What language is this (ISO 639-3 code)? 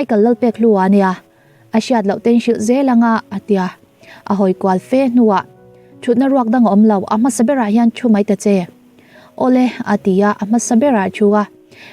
lus